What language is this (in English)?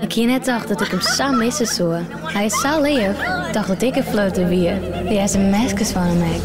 Western Frisian